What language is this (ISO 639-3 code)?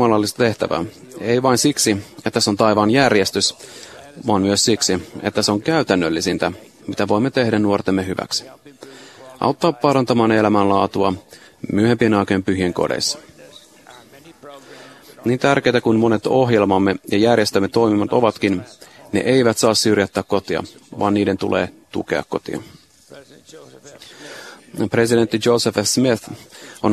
fin